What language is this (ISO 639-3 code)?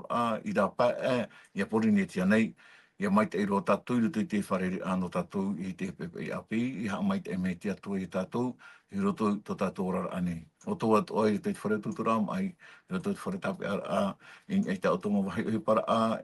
tah